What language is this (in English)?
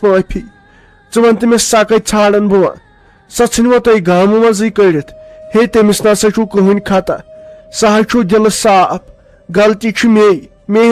Kashmiri